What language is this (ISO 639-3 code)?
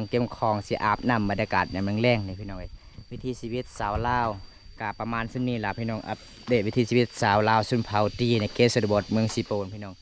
lao